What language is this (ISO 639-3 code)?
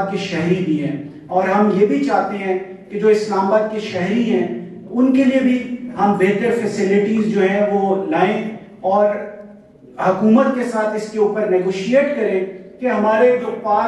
urd